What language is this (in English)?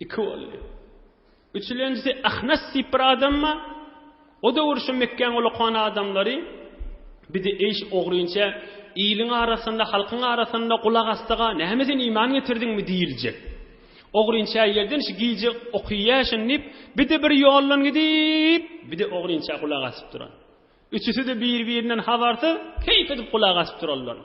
Turkmen